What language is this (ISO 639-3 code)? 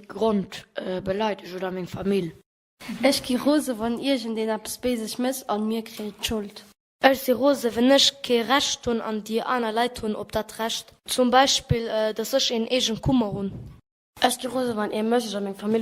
ltz